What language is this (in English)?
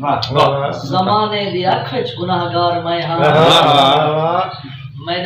Saraiki